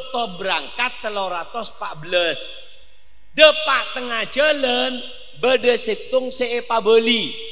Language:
Madurese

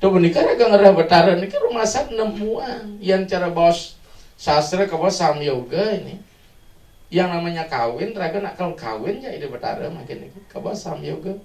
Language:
Balinese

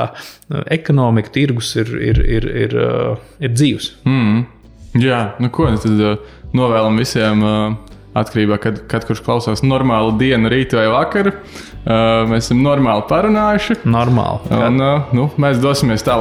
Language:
Latvian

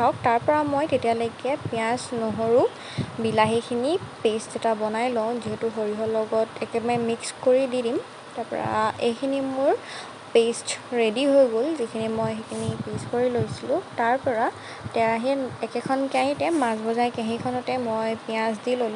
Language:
Assamese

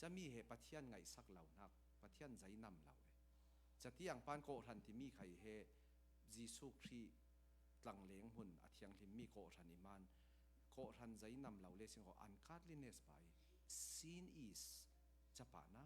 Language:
Falam Chin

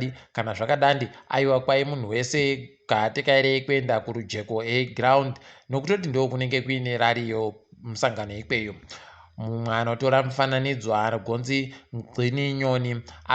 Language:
Ndau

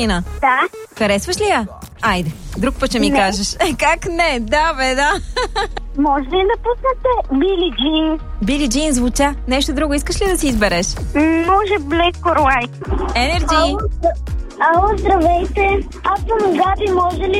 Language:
Bulgarian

